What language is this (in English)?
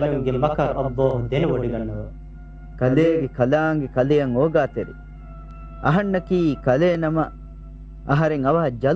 Divehi